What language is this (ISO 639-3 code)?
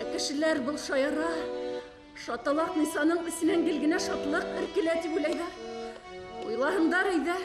bak